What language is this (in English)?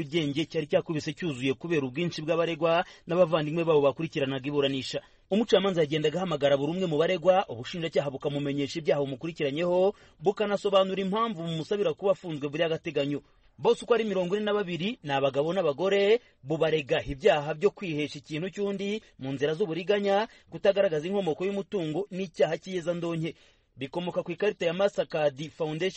Kinyarwanda